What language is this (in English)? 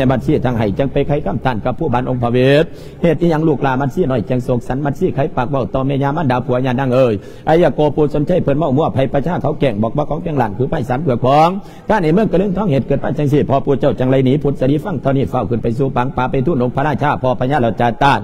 Lao